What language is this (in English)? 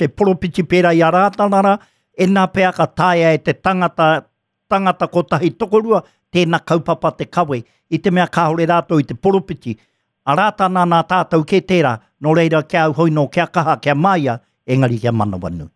Māori